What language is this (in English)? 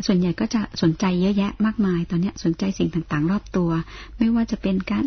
Thai